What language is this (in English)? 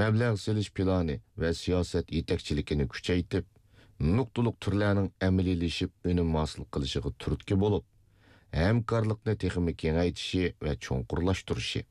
Uyghur